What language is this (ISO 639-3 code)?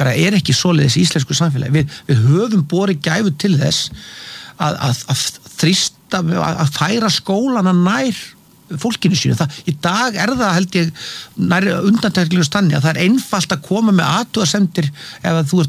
isl